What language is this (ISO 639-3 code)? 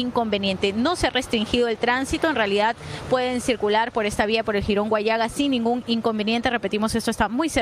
spa